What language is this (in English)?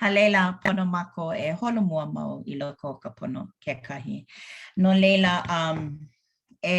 Hawaiian